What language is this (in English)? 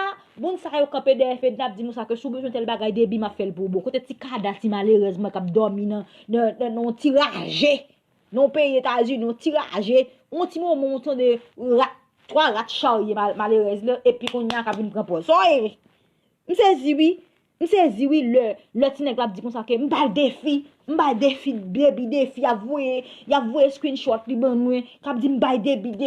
Haitian Creole